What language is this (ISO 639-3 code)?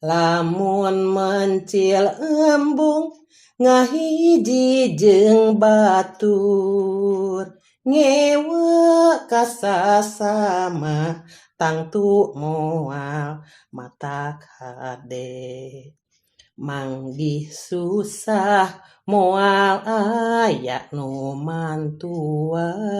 sun